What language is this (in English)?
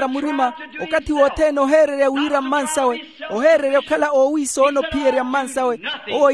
Makhuwa